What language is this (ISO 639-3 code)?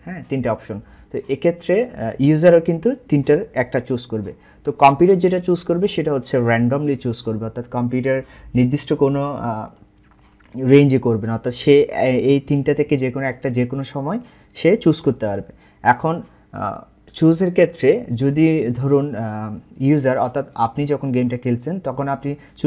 ben